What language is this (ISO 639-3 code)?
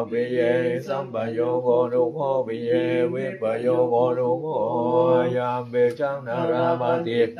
pli